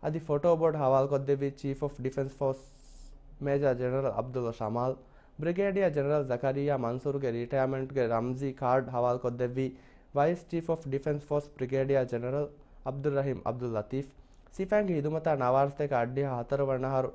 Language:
Divehi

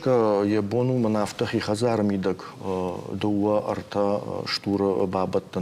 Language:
Ossetic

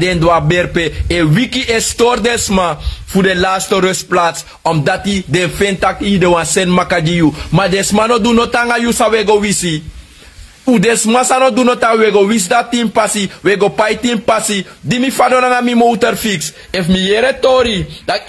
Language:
Sranan Tongo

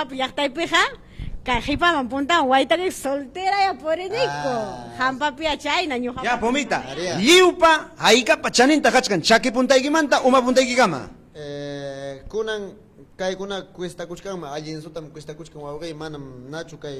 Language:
Ayacucho Quechua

